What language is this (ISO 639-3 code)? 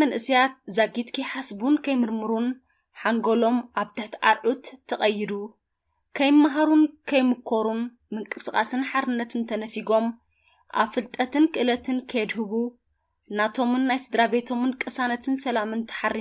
tir